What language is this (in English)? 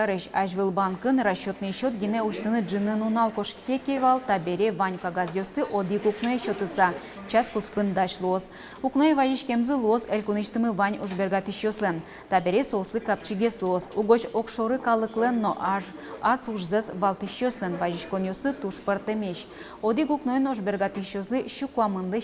Udmurt